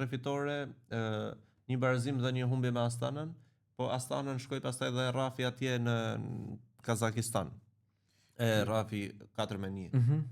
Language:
Albanian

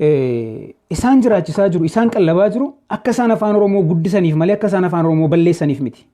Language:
Oromo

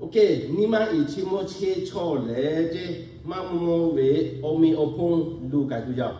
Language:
Lahu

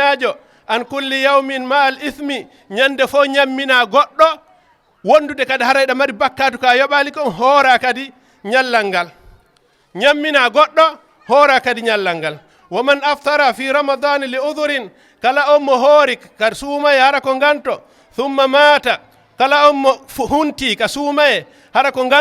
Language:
Fula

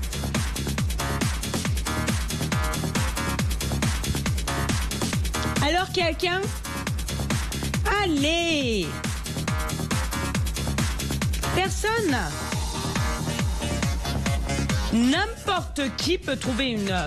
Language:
French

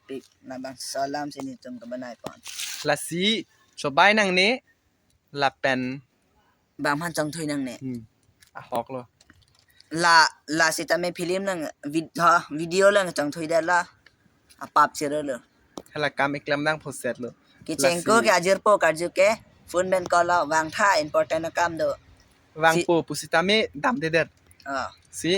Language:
Karbi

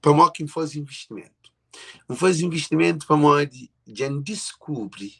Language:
Kabuverdianu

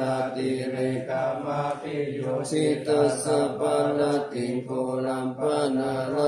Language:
Pali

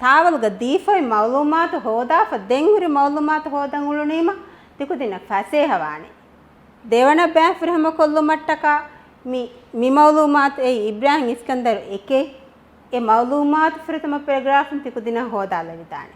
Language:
Divehi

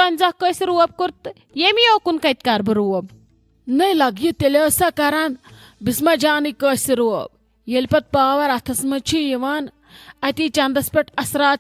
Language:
Kashmiri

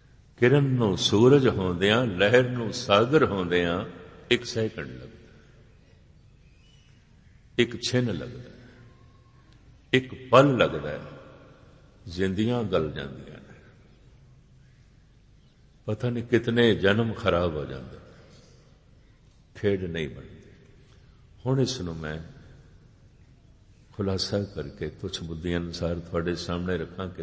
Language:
Punjabi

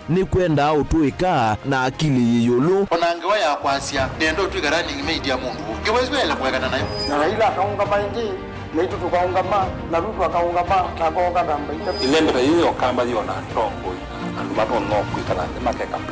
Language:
Kamba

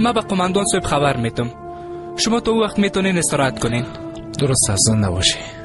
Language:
Persian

